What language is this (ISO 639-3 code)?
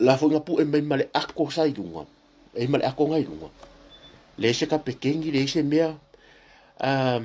smo